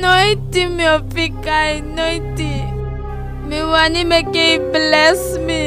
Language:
Eastern Maroon Creole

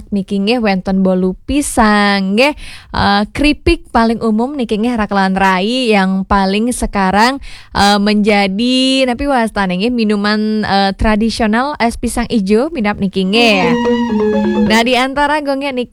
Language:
Balinese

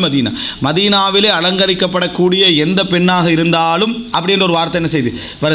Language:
Tamil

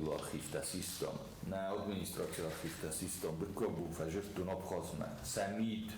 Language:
Ossetic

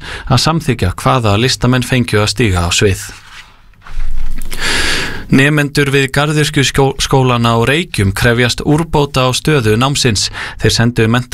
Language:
Icelandic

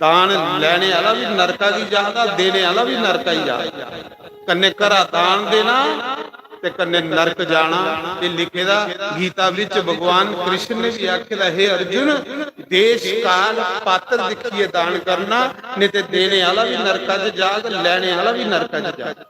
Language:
Dogri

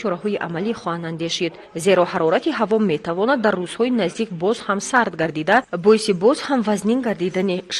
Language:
Tajik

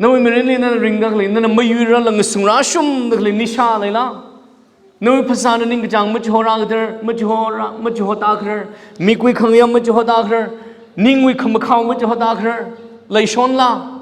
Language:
Tangkhul Naga (India)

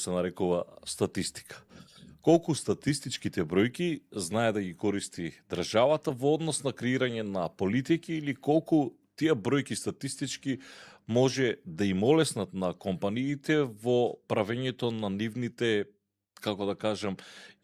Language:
Macedonian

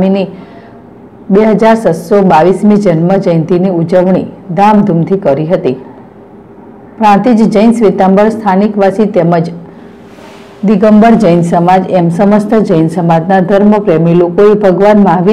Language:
Gujarati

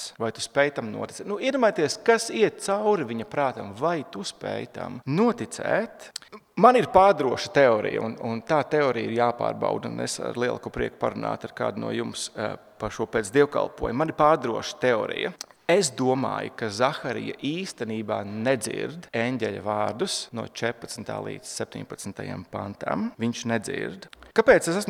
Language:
Latvian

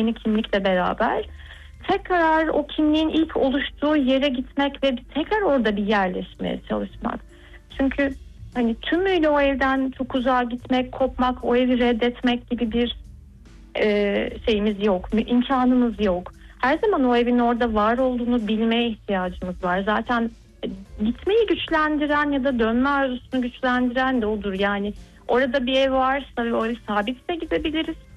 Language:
Turkish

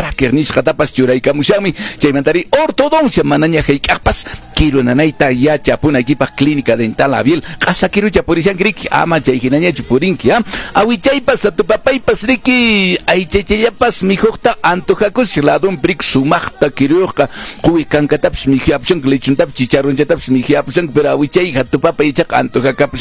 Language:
Quechua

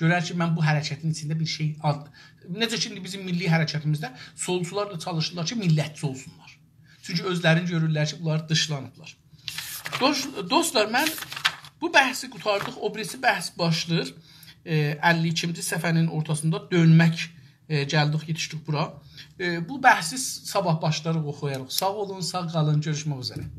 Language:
South Azerbaijani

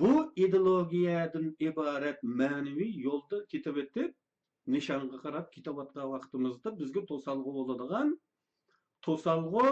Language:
Uyghur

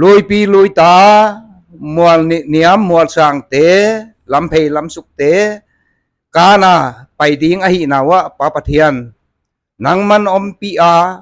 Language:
Paite Chin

